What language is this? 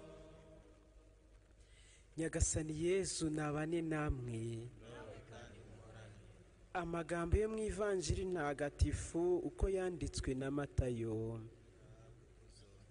Kinyarwanda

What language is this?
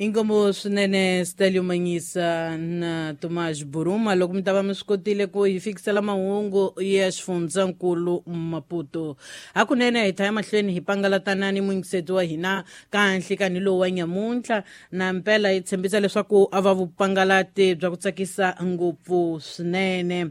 Tsonga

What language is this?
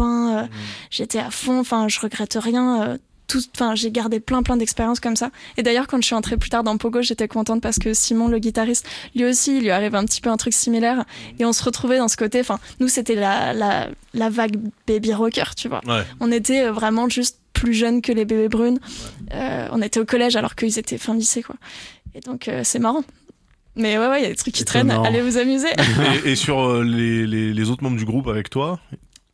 French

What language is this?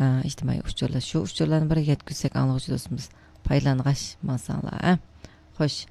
Uyghur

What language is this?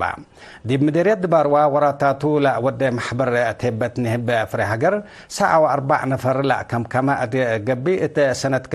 Tigre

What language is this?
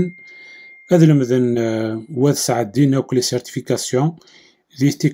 Kabyle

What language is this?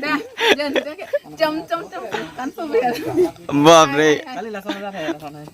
Karbi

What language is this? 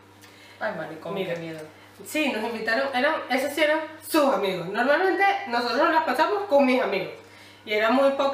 Spanish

